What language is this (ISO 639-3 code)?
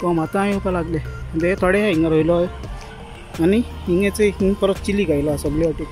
kok